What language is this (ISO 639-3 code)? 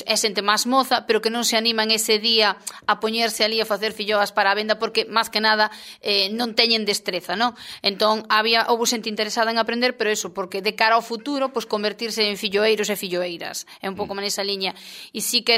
glg